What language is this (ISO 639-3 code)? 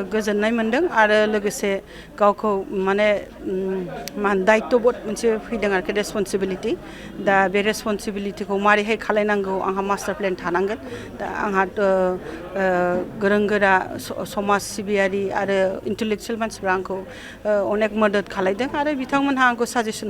brx